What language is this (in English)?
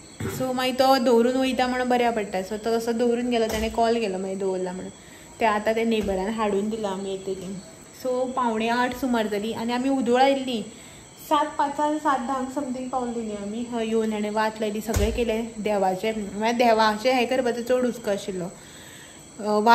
Konkani